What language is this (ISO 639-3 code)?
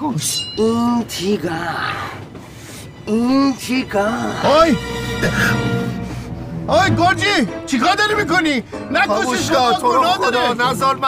fas